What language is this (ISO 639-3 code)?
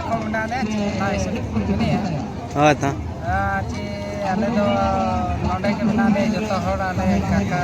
sat